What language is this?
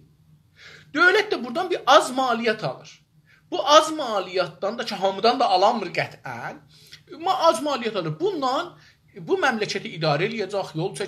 South Azerbaijani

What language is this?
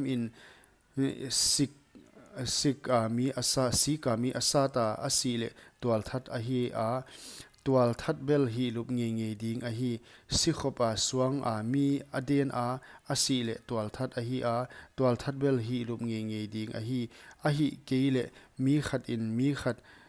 Paite Chin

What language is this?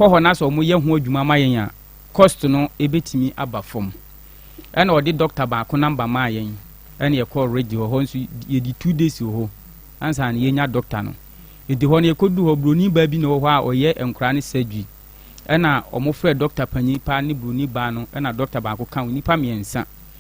Akan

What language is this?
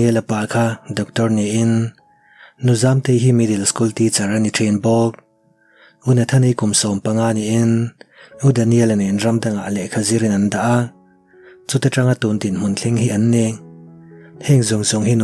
Mizo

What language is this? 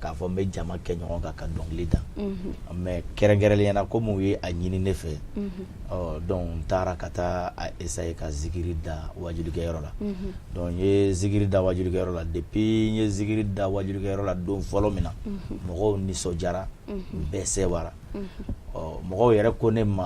Bambara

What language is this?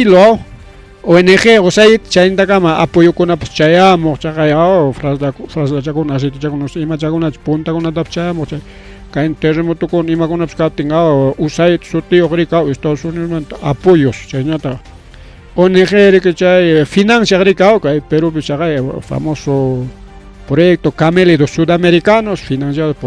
Ayacucho Quechua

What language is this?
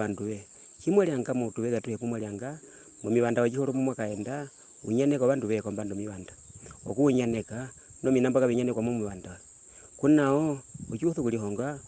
Herero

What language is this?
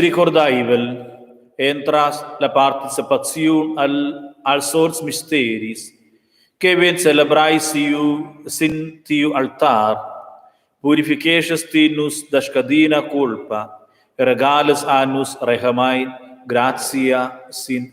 Romansh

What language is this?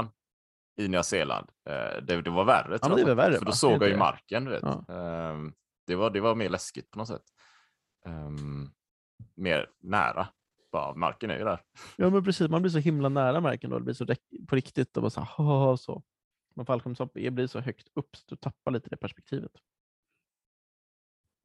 Swedish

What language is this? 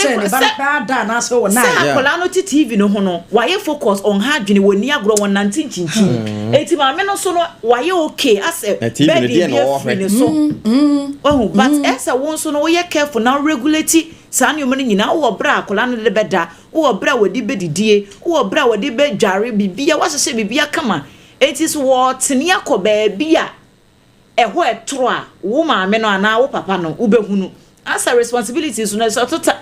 Akan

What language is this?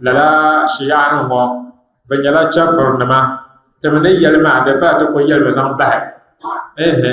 Dagbani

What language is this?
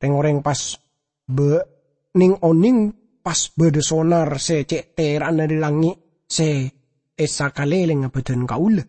Madurese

